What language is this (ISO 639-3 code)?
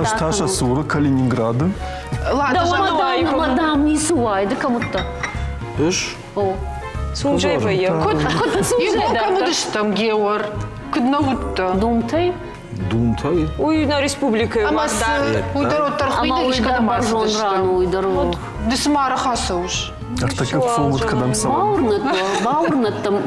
oss